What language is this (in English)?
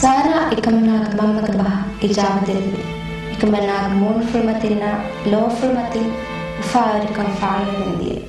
Divehi